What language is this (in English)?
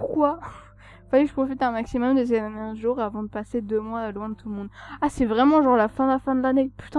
French